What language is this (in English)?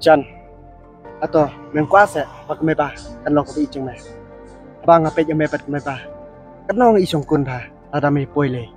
Khasi